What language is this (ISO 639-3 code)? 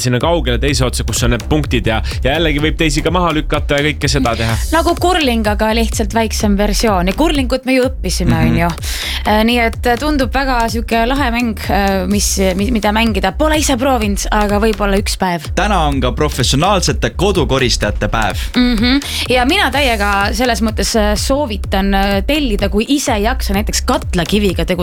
est